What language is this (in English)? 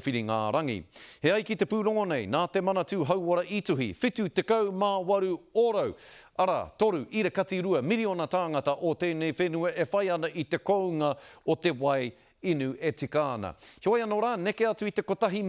Māori